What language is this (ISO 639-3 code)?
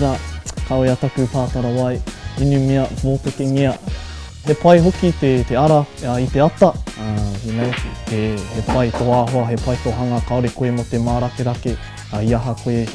mri